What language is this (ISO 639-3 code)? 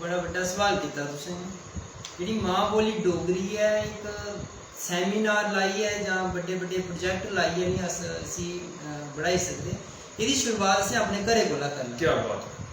doi